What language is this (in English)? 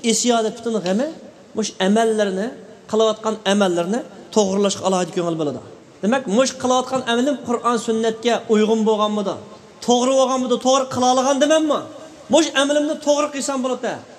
Uyghur